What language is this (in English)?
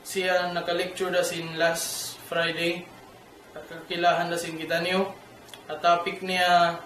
Tausug